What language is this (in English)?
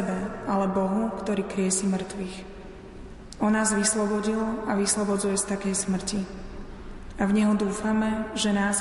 Slovak